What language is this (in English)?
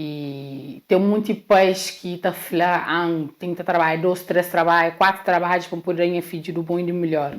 Kabuverdianu